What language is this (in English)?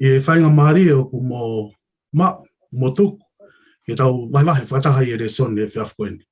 Tongan